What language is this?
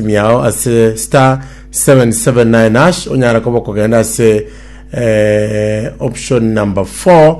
Gusii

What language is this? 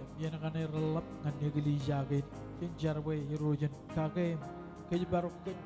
Marshallese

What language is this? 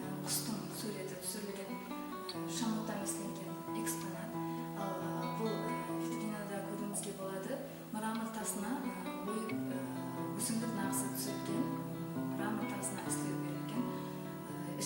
Kara-Kalpak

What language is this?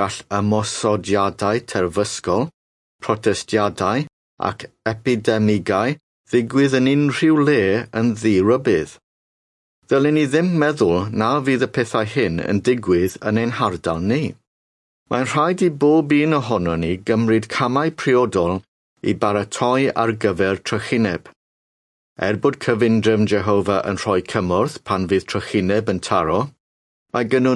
Welsh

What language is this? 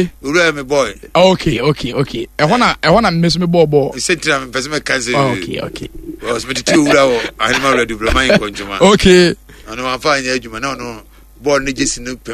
Akan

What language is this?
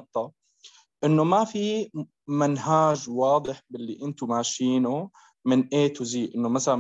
North Levantine Arabic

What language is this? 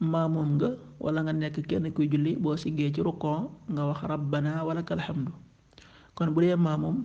Wolof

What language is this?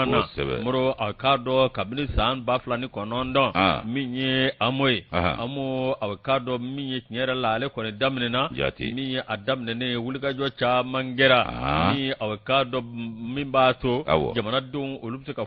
Bambara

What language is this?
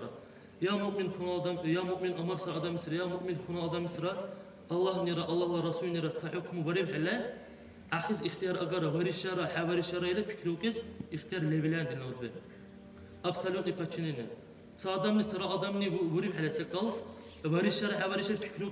Dargwa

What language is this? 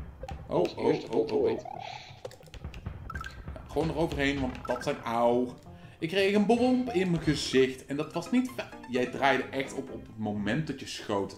Dutch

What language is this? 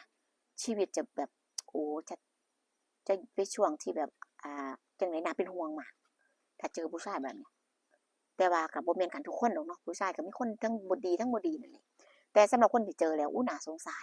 Northeastern Thai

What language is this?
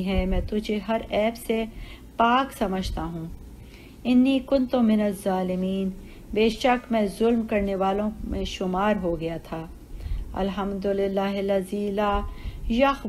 Urdu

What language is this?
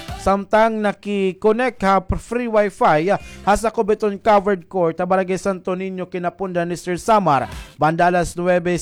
Waray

